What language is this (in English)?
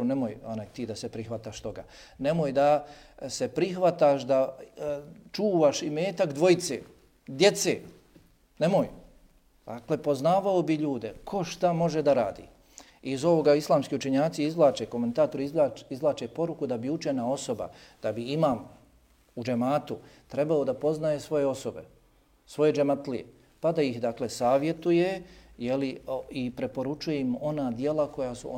Bosnian